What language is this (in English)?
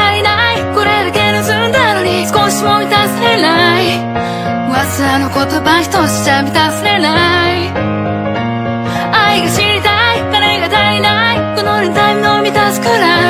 Japanese